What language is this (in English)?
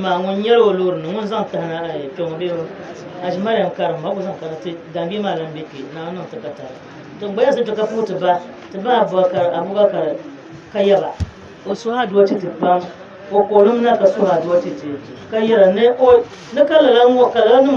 Dagbani